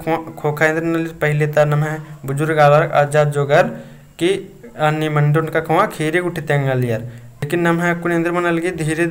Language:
Kurukh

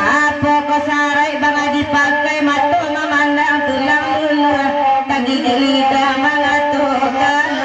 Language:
Minangkabau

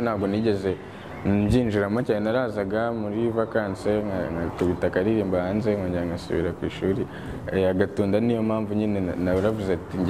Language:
Kinyarwanda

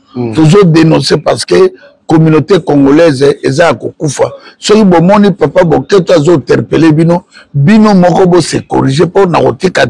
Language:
Lingala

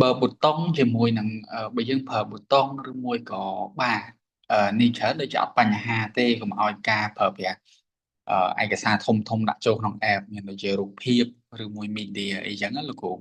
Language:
Khmer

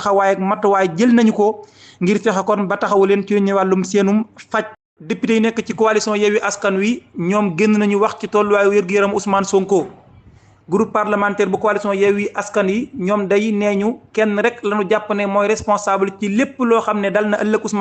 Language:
Wolof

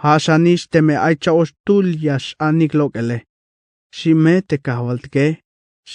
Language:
Tzeltal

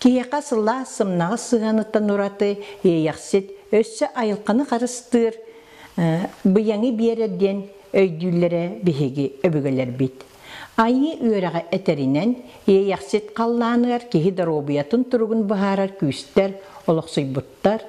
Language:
Yakut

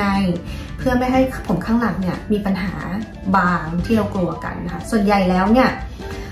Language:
Thai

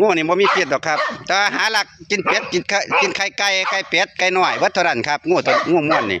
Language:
Northeastern Thai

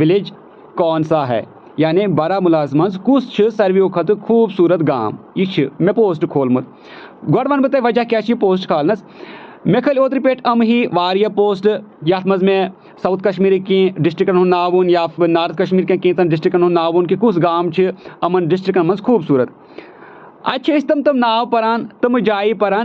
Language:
Kashmiri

